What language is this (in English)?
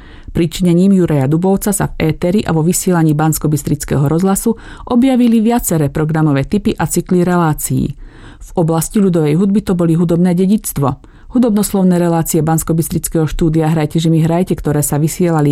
Slovak